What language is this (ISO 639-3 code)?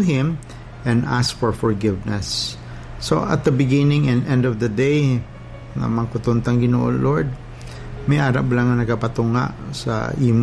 hil